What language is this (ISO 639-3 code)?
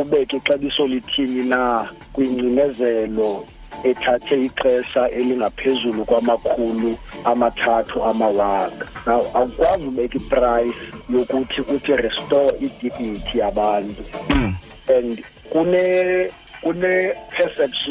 xho